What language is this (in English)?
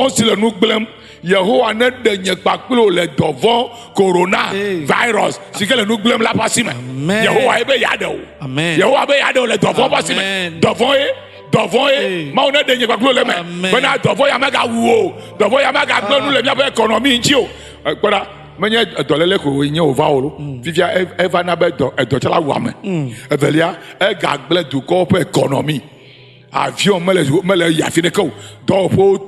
Ewe